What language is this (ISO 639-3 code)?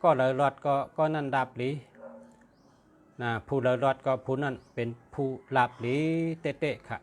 shn